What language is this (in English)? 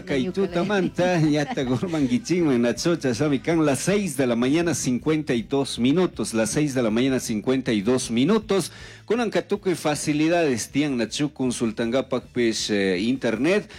Chimborazo Highland Quichua